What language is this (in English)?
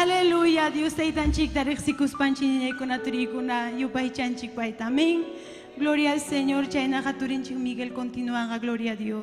Ayacucho Quechua